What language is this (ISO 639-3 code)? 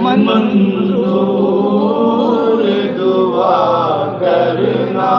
skr